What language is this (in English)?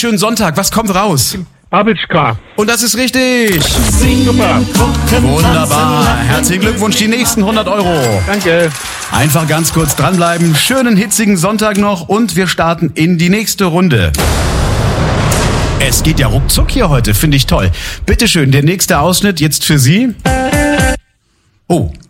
German